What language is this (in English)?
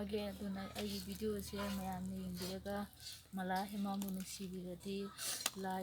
Manipuri